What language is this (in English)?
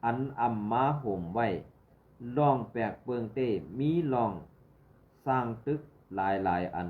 Shan